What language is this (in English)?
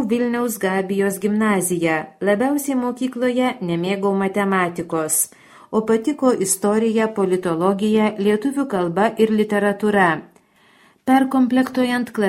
Lithuanian